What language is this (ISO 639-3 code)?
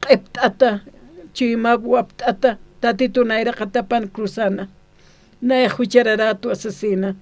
aym